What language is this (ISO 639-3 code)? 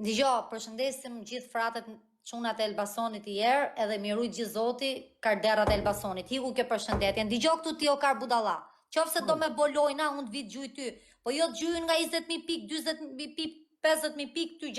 sqi